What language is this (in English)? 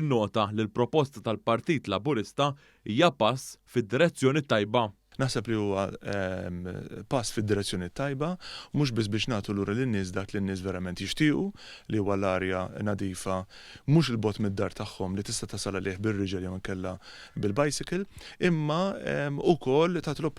Maltese